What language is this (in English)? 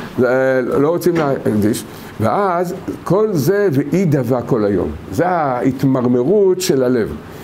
Hebrew